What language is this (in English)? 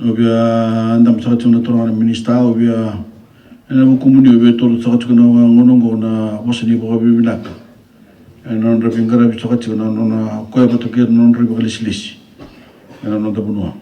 Fijian